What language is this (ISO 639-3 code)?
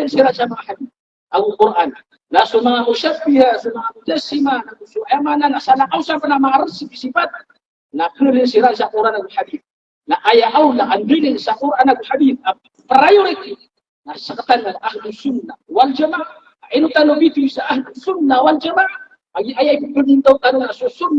mrw